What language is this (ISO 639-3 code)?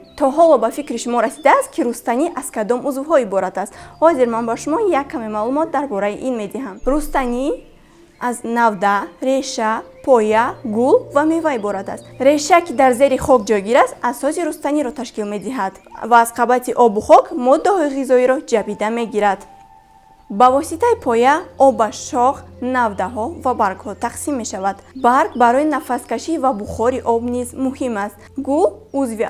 tgk